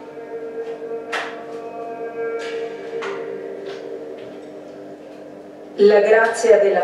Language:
Italian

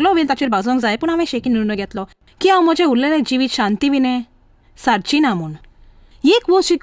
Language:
Konkani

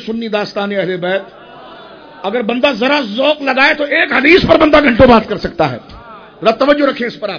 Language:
Urdu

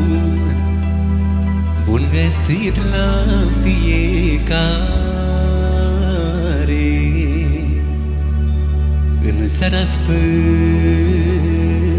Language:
Romanian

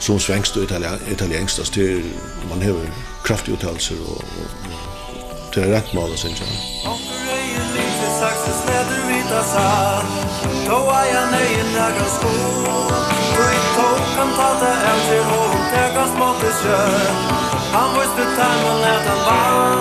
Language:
Faroese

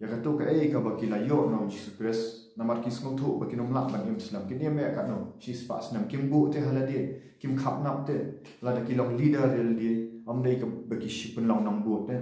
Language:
Khasi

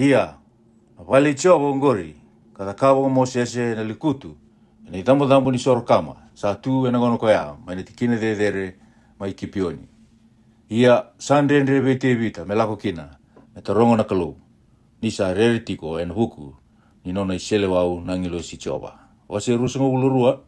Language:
Fijian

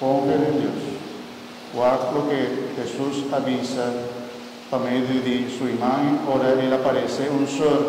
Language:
Papiamento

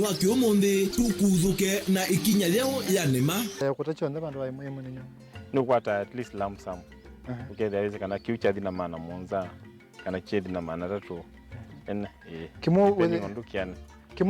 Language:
Kamba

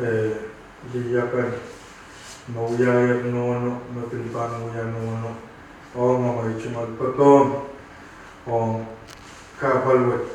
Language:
Pohnpeian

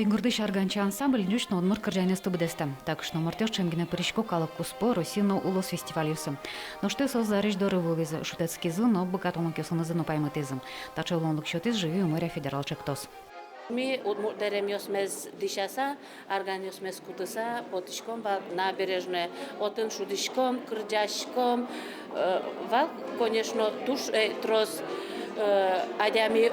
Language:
Udmurt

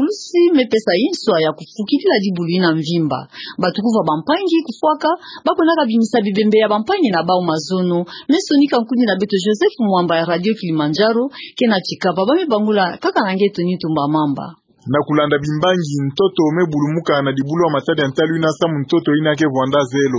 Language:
Kituba (Democratic Republic of Congo)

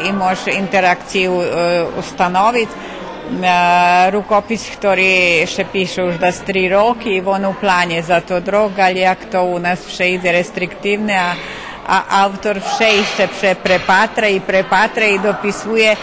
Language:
Rusyn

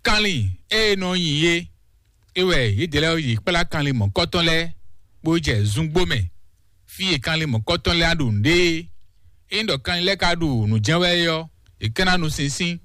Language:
Fon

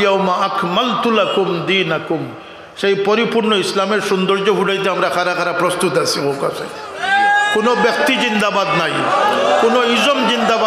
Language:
Sylheti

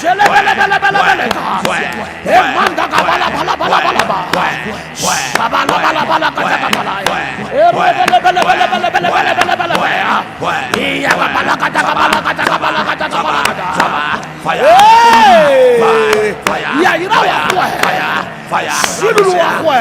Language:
Ewe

